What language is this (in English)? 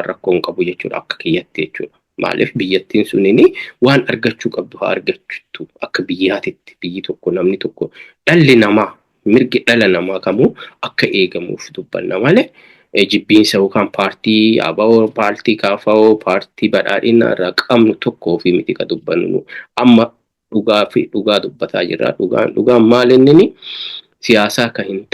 Oromo